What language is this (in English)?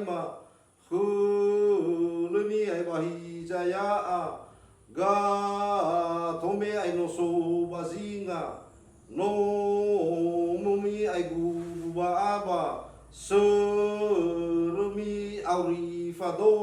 Nias